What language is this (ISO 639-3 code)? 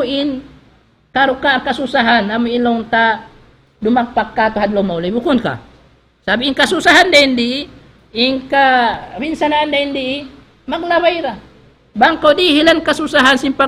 tsg